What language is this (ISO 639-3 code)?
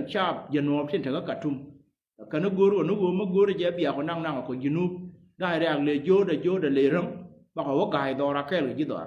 nus